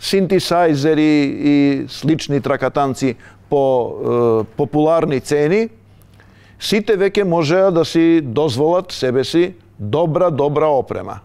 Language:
Macedonian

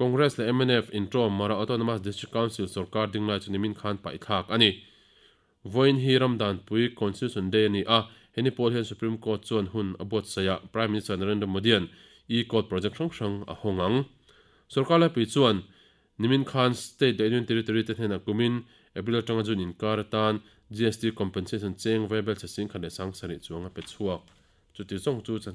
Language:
Mizo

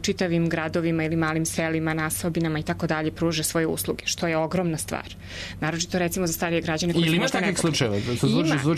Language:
Serbian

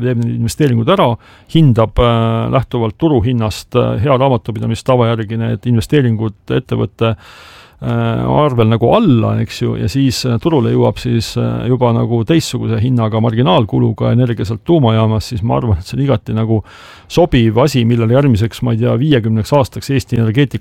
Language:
Estonian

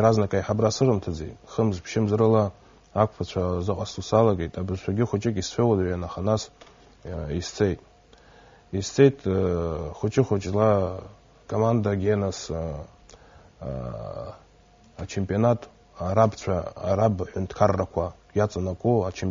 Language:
Abkhazian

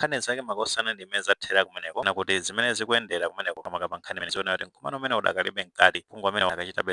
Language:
Nyanja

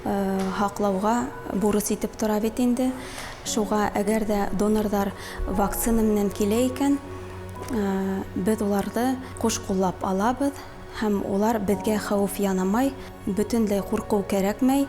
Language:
Bashkir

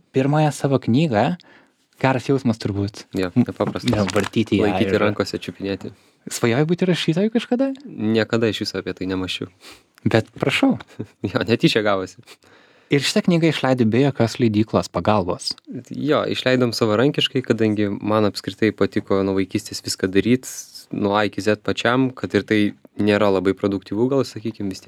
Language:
Lithuanian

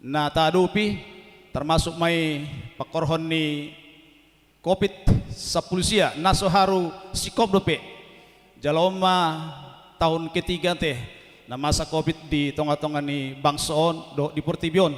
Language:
Batak Toba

